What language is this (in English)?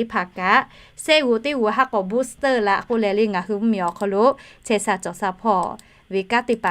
Lahu